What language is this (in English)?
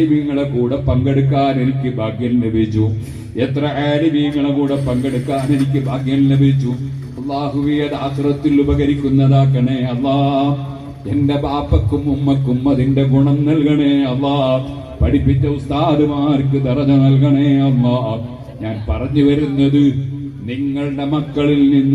Malayalam